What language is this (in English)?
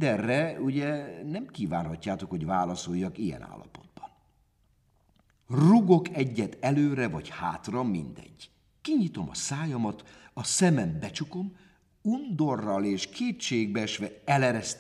Hungarian